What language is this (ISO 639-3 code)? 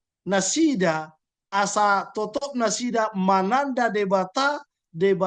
bbc